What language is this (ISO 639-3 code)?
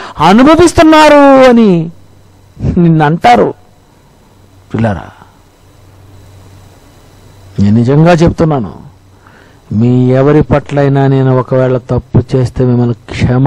tel